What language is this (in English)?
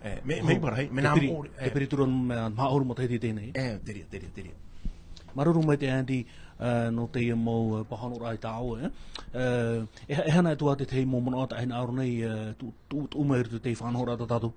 Tahitian